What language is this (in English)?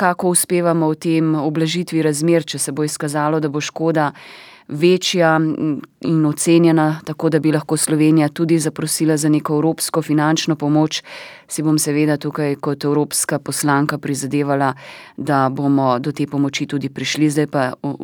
Slovenian